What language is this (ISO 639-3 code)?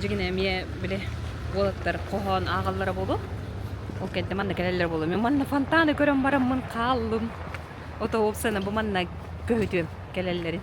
sah